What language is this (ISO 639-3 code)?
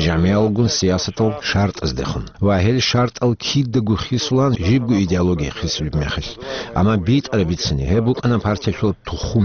ava